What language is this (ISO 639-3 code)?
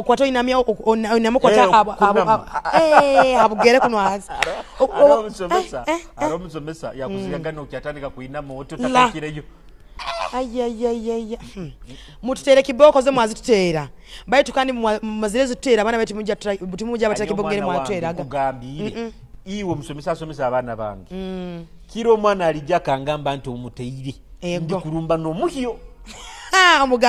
nyo